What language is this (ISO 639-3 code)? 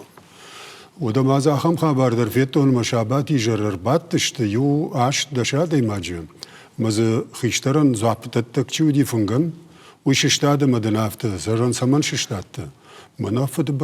oss